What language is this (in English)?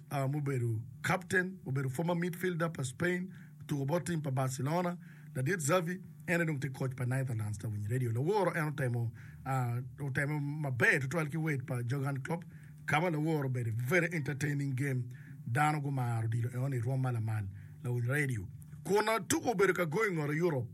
Acoli